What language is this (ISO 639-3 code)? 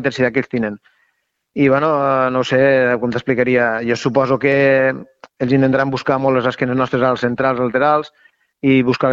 cat